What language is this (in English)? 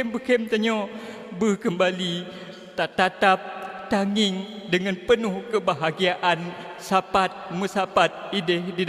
Achinese